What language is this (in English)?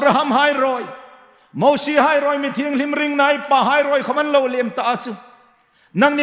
Hmar